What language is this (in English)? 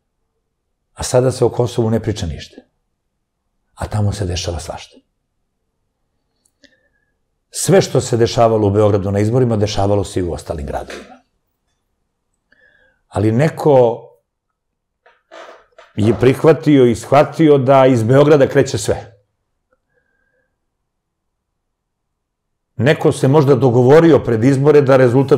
Serbian